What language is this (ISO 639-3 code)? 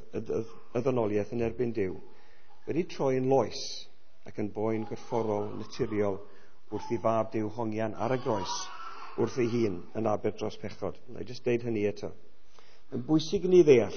cym